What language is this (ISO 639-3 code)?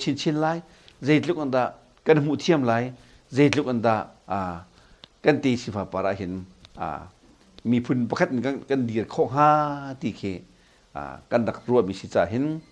cnh